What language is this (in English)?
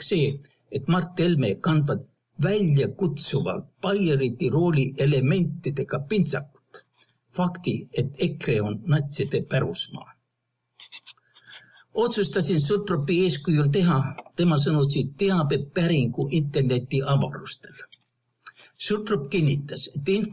Estonian